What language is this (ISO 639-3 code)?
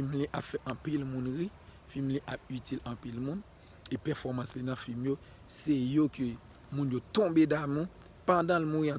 hat